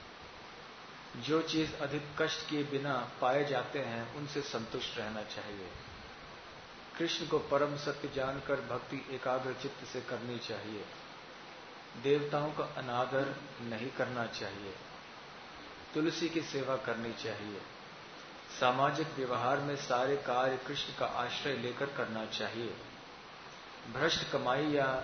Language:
Hindi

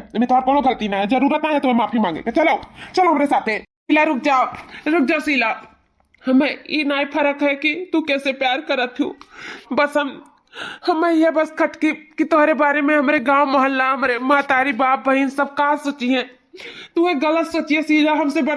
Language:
Awadhi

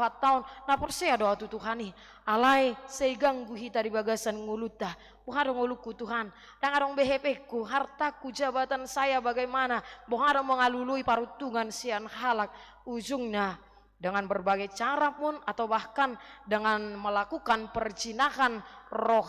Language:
Batak Toba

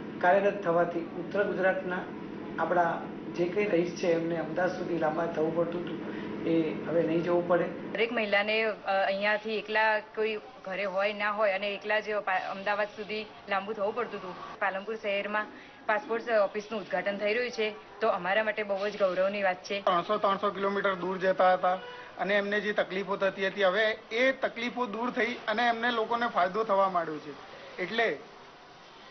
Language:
Gujarati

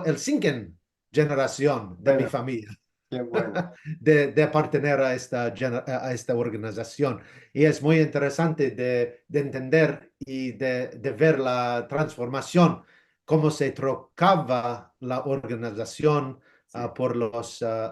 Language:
Ladino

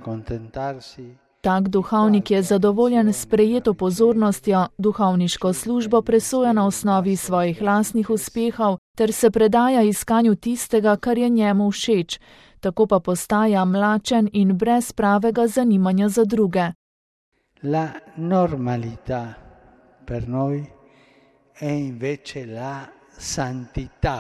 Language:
Slovenian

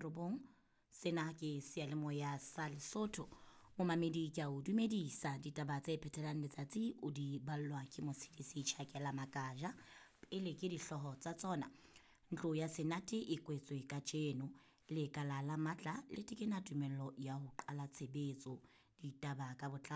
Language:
Southern Sotho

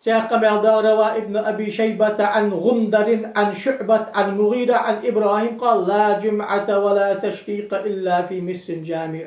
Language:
Ingush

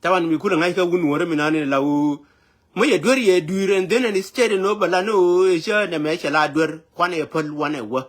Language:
Nuer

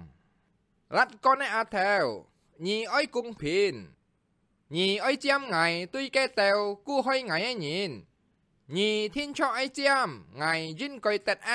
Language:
Hakka Chinese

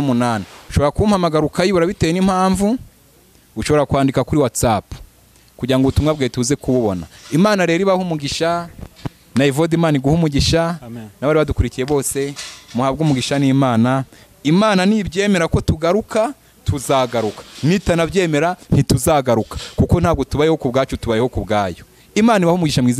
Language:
Kinyarwanda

